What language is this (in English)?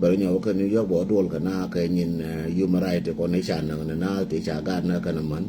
Nuer